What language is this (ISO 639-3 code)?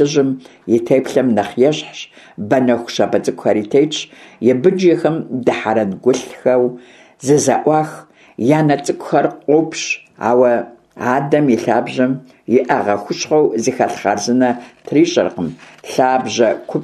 kbd